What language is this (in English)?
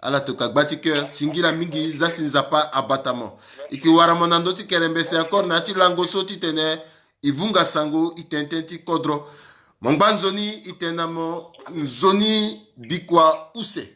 Sango